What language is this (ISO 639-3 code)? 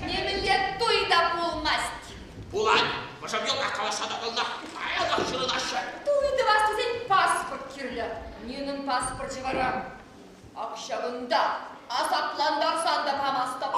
chv